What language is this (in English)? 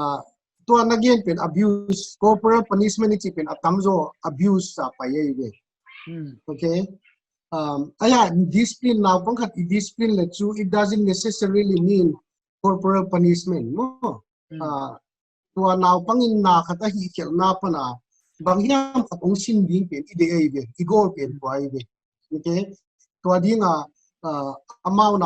Paite Chin